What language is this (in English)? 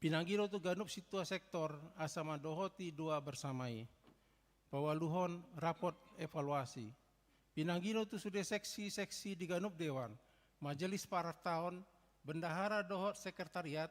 Batak Toba